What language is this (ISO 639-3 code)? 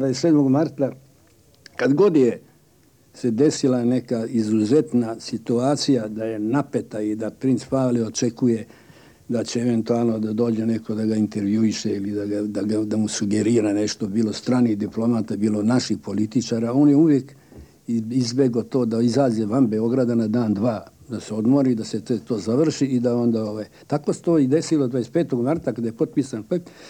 srp